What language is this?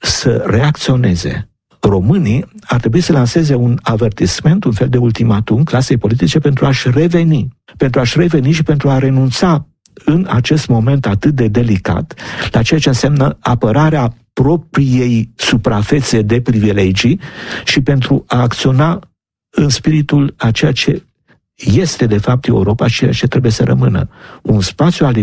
Romanian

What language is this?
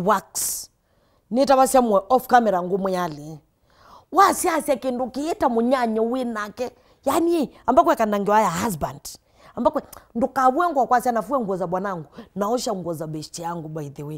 Kamba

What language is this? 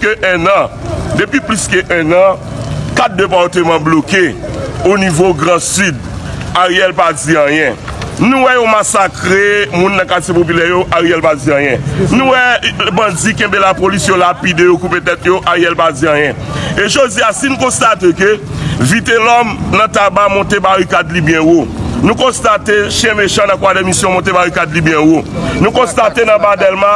Haitian Creole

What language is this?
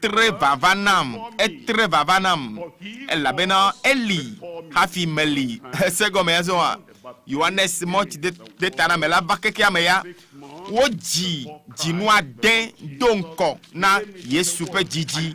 Ewe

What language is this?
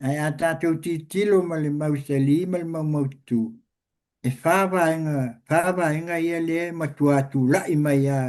Samoan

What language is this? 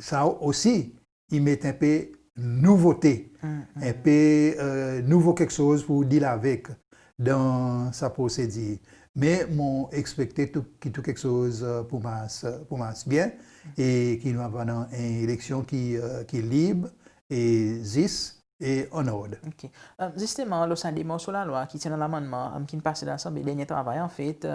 Seselwa Creole French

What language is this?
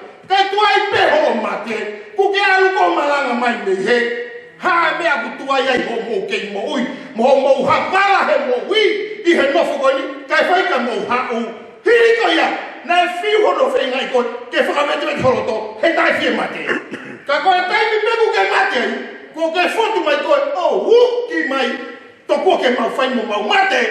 Tongan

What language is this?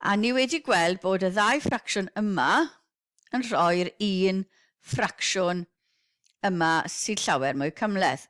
Welsh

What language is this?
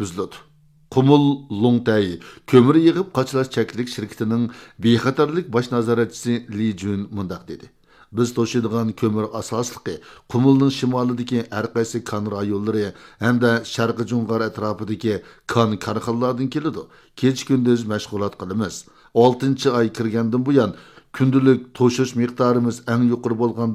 Uyghur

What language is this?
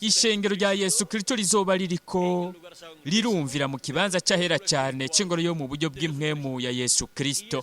Rundi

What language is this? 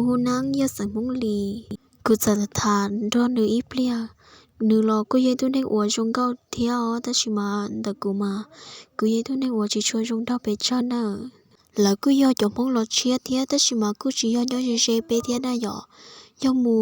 Hmong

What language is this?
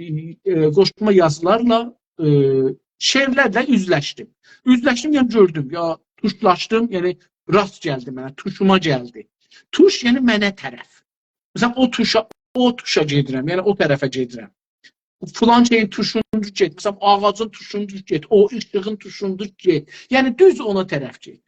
South Azerbaijani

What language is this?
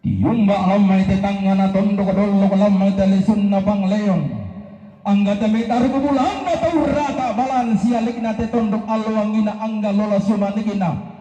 Toraja-Sa'dan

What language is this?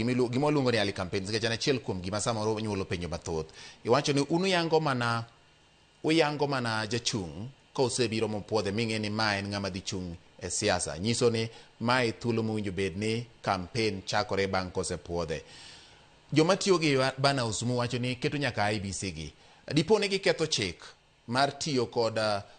Luo (Kenya and Tanzania)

